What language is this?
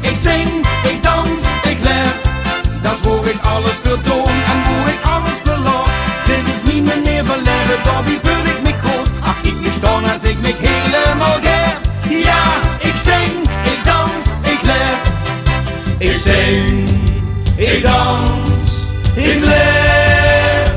Limburgish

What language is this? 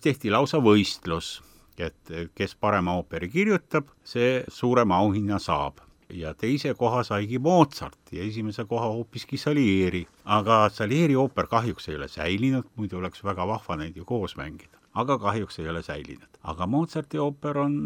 Estonian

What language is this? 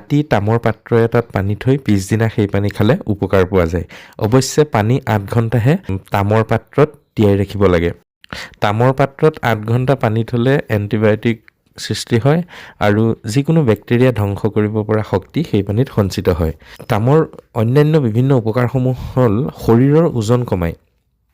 Assamese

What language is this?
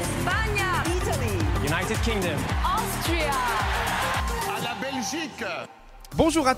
French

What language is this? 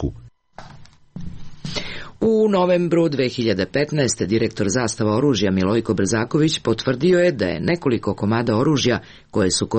Serbian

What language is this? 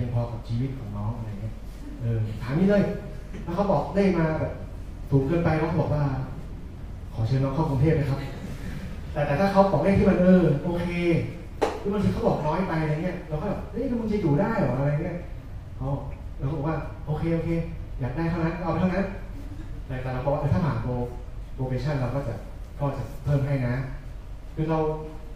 Thai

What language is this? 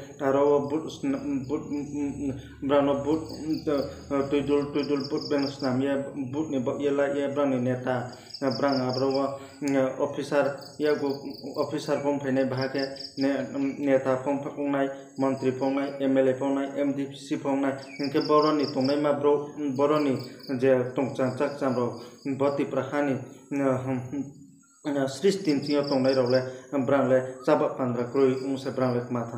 Riang (India)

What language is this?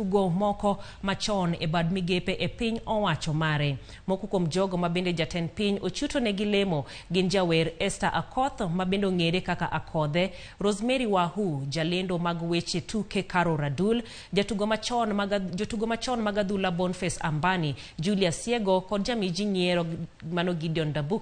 Luo (Kenya and Tanzania)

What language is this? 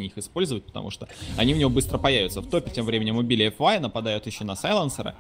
Russian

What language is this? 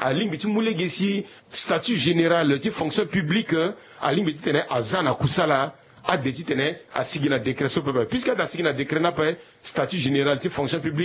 Sango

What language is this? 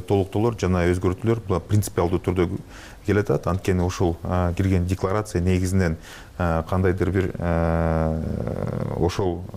Kyrgyz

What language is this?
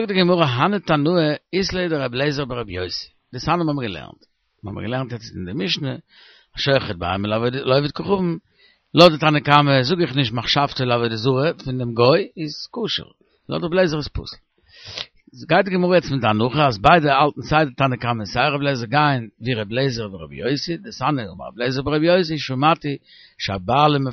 Yiddish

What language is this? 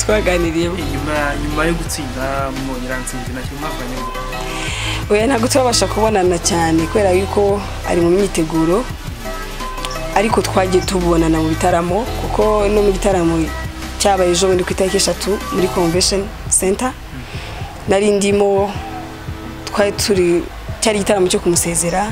Kinyarwanda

